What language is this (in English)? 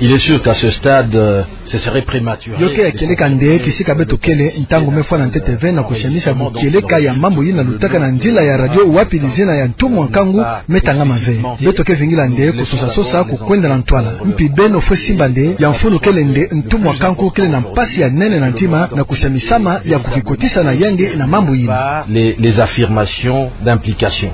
Kituba (Democratic Republic of Congo)